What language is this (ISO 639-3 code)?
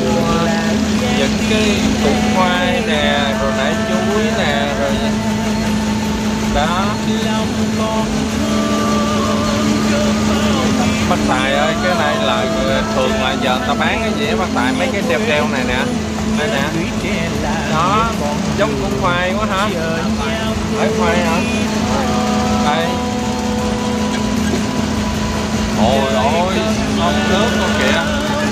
vie